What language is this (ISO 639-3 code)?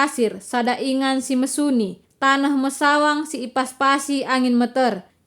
btx